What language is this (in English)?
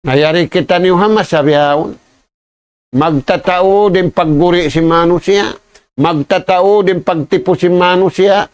Tausug